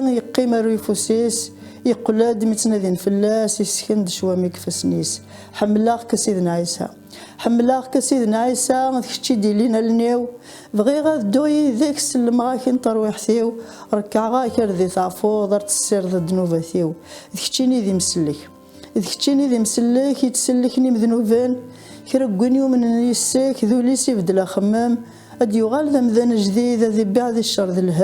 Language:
Kabyle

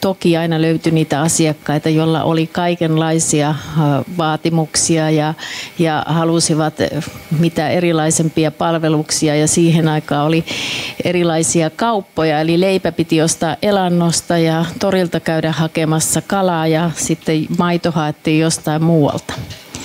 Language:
Finnish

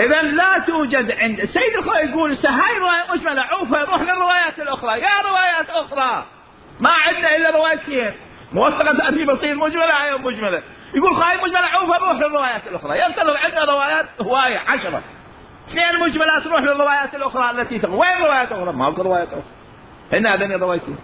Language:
Mesopotamian Arabic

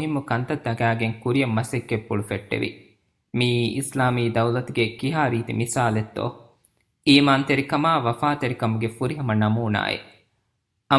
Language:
Divehi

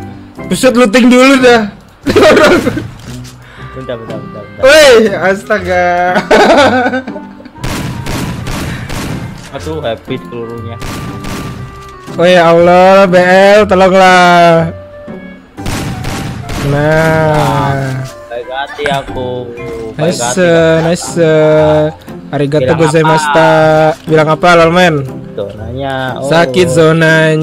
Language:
Indonesian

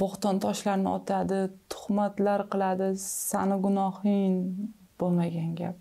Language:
Uzbek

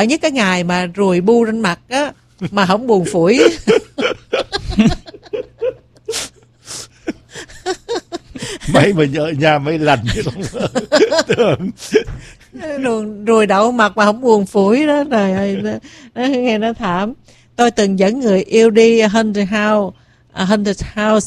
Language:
Vietnamese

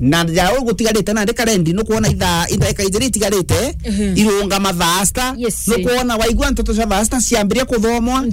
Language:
Meru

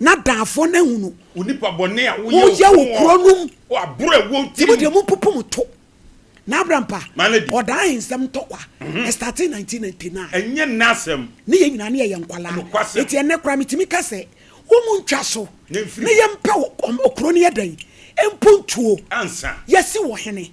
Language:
Akan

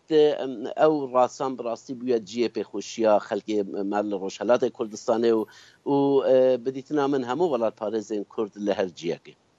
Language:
Kurdish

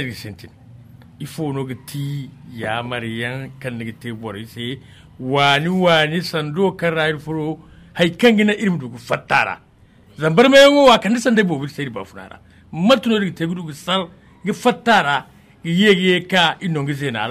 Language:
Zarma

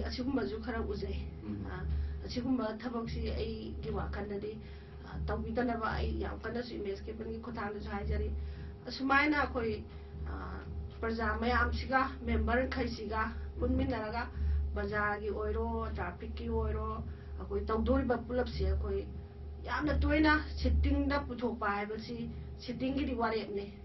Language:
Manipuri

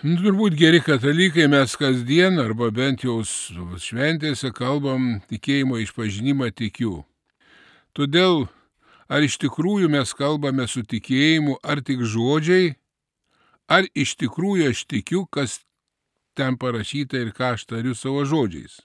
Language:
Lithuanian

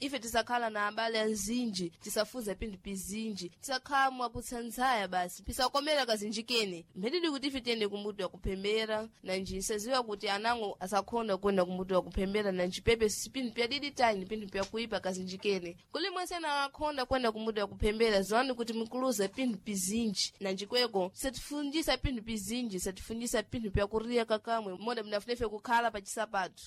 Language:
Sena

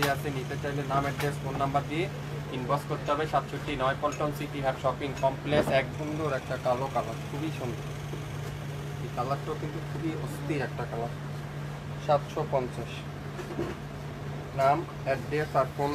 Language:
Bangla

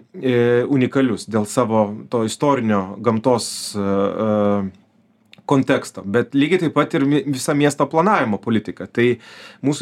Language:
Lithuanian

